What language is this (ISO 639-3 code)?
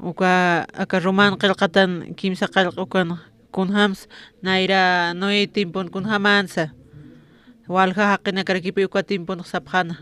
aym